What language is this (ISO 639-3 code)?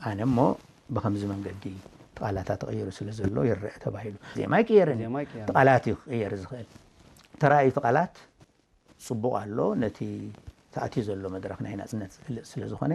tir